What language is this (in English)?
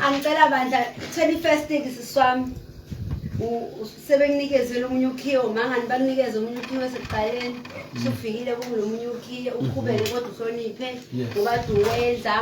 Zulu